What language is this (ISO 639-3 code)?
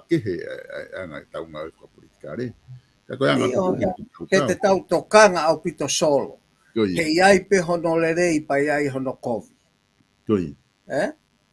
ton